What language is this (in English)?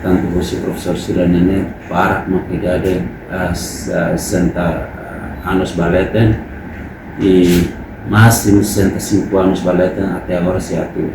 Tetum